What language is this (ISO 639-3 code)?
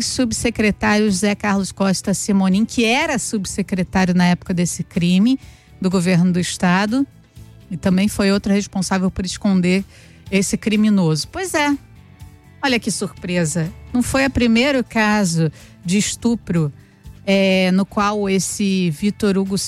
por